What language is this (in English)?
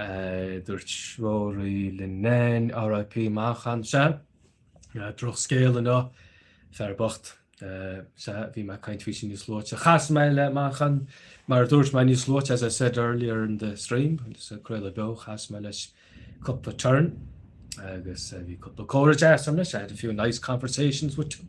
Irish